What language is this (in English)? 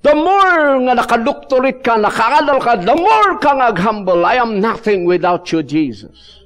Iloko